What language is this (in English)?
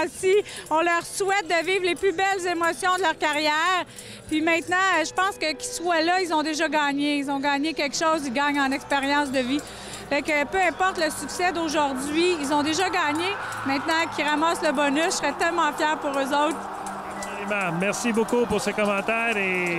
French